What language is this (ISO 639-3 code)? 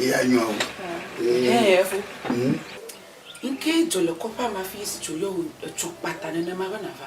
ewe